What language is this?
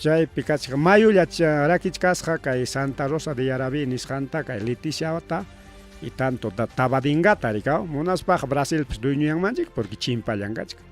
Ayacucho Quechua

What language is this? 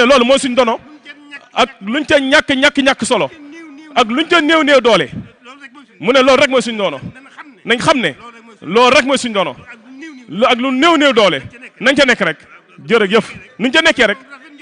Wolof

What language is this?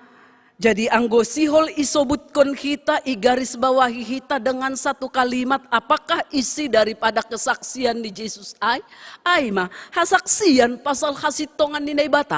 Batak Simalungun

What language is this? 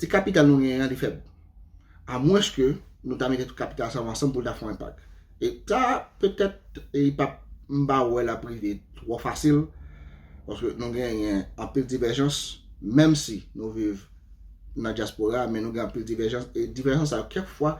Haitian Creole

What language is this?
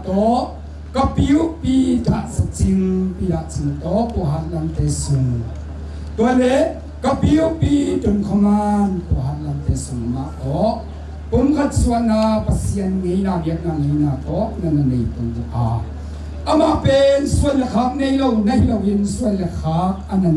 Tedim Chin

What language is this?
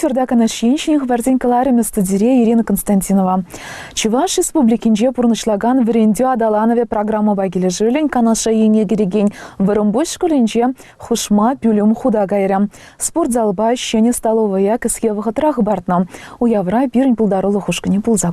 Chuvash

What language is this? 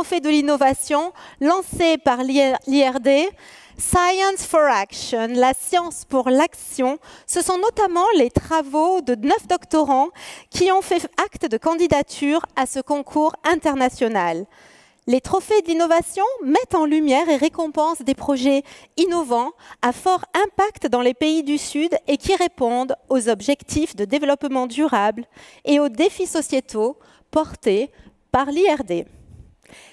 French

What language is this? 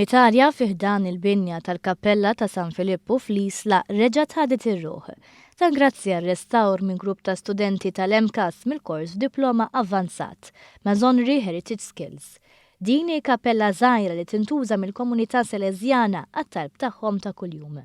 Maltese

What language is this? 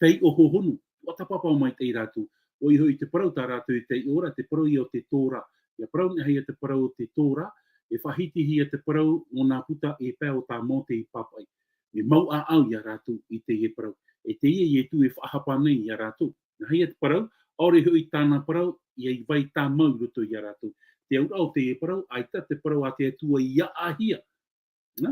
Tahitian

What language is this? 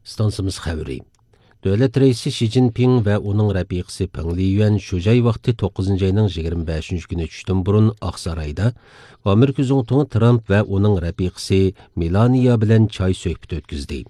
Uyghur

